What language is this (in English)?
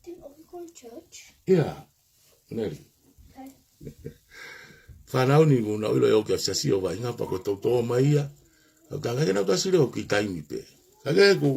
Tongan